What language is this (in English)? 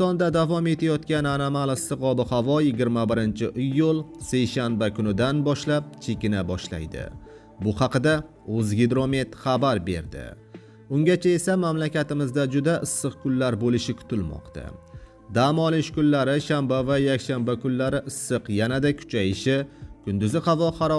Uzbek